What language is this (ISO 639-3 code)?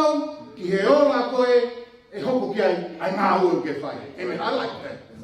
ton